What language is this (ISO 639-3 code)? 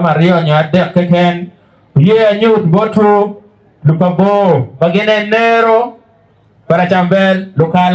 ach